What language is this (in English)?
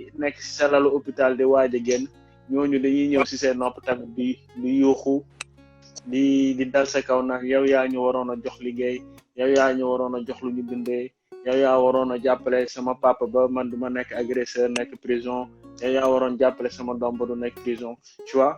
Wolof